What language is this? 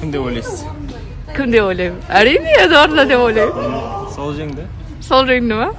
Kazakh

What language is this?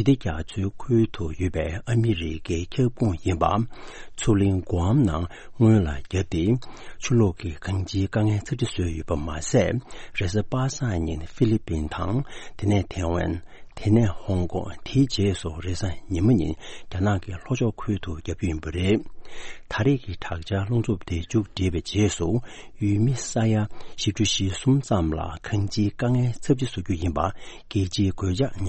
Tibetan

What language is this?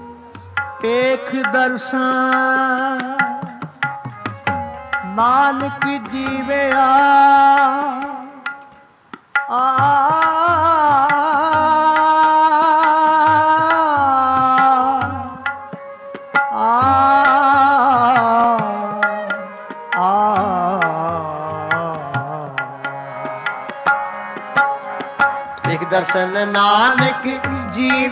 Punjabi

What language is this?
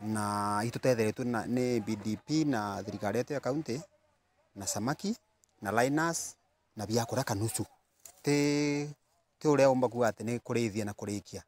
Meru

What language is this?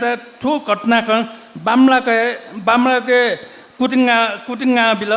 Newari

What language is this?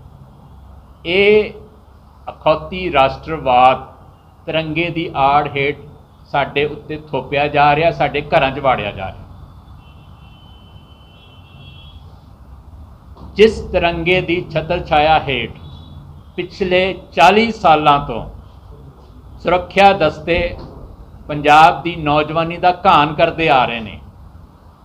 Punjabi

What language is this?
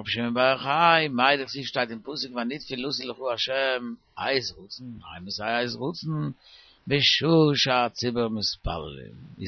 Yiddish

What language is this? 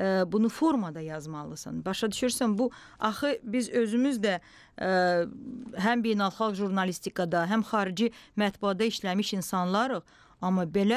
Azerbaijani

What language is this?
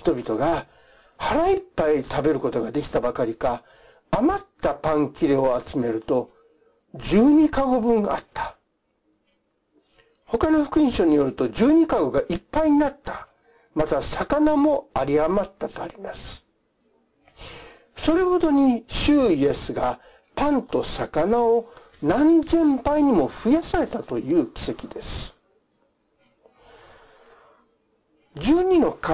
Japanese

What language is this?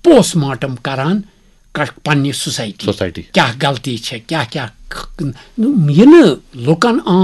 Kashmiri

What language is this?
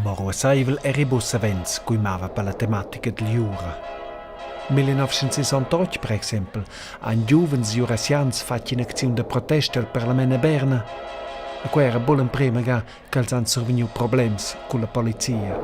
Romansh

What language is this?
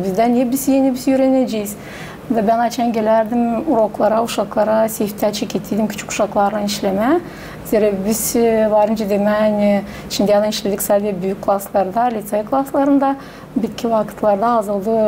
Gagauz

